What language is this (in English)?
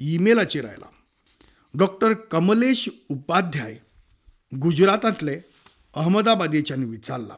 Konkani